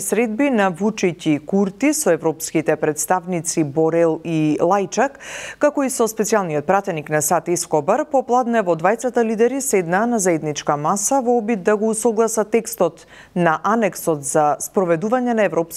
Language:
Macedonian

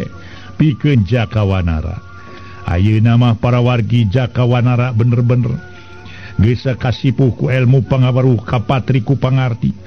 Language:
Sundanese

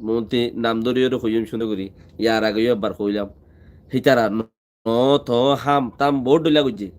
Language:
Rohingya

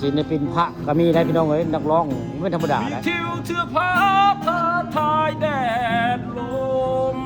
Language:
Northeastern Thai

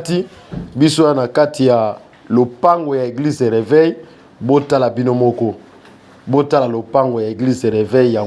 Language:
Lingala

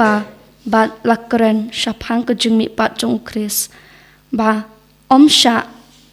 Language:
Khasi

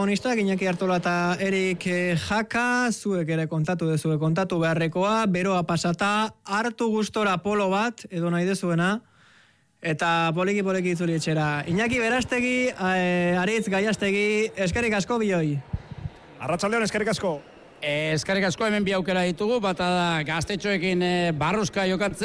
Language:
Basque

